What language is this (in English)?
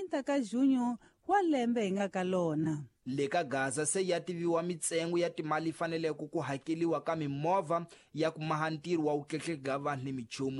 Tsonga